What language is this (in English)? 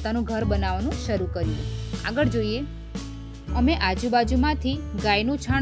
Gujarati